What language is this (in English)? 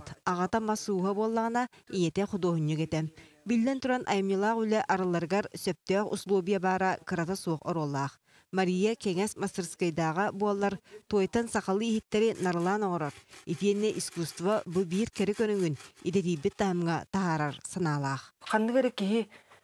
Yakut